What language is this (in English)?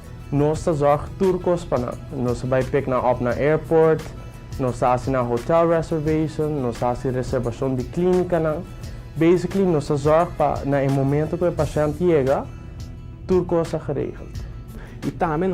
Papiamento